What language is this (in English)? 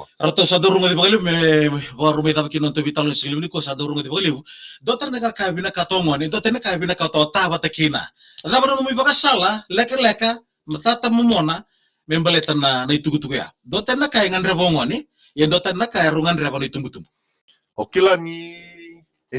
Fijian